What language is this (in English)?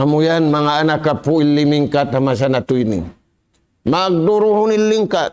Tausug